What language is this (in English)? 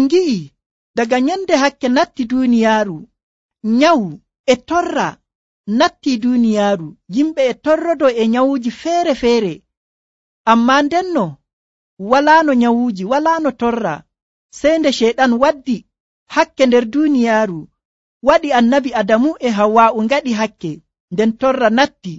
Nigerian Fulfulde